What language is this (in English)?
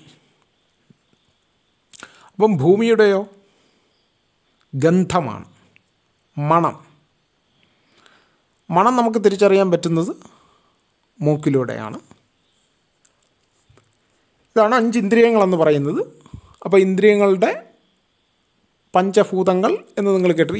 Malayalam